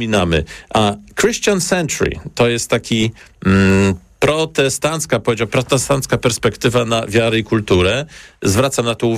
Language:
Polish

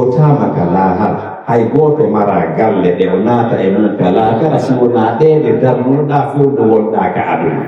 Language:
Pular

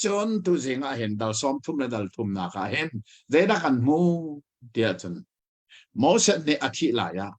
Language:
Hakha Chin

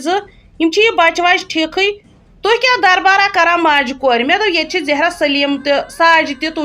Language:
Kashmiri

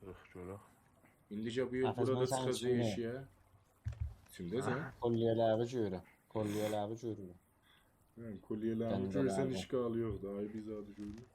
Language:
South Azerbaijani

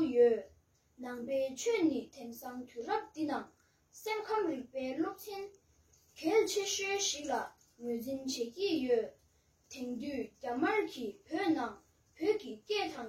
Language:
Tibetan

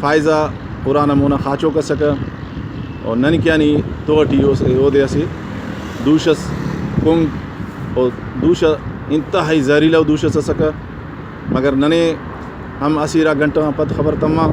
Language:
Brahui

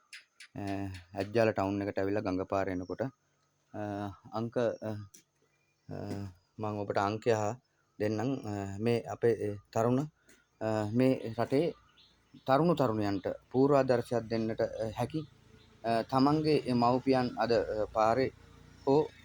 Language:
Sinhala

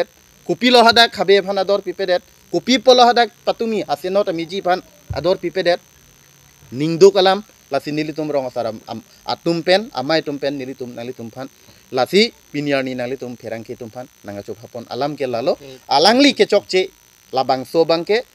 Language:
Karbi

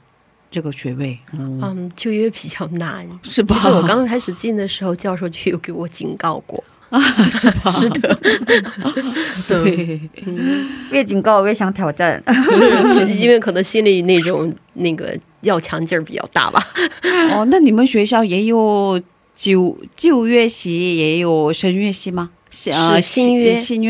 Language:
Chinese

